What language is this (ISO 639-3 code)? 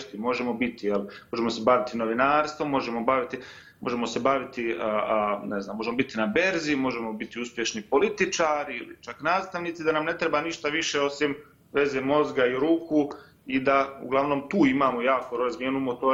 bos